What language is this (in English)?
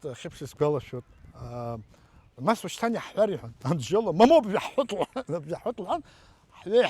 Abkhazian